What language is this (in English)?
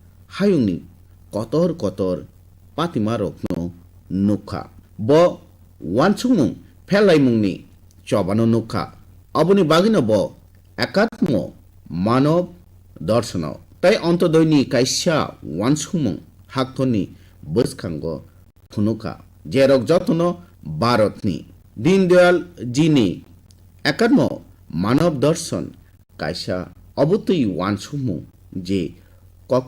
Kok Borok